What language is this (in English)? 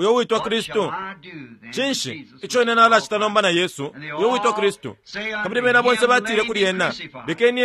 Bemba